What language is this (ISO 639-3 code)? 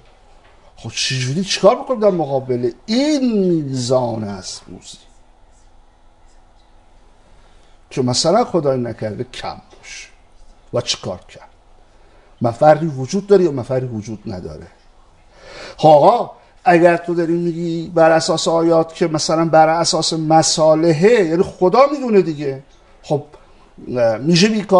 fas